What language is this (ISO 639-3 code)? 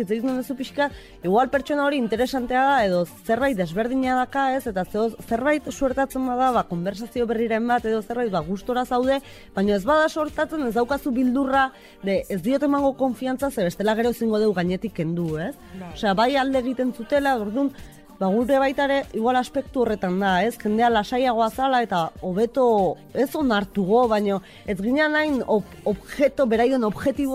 eus